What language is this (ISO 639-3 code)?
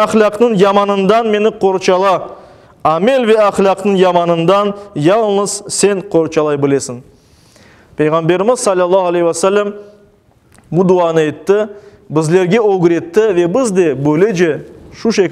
crh